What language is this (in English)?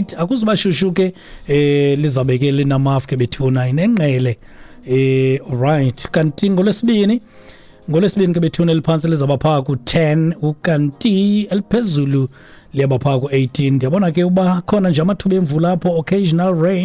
Xhosa